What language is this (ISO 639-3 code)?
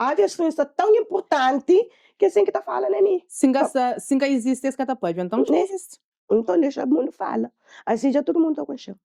kea